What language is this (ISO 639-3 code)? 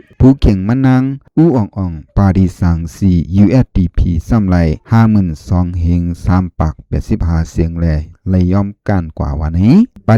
shn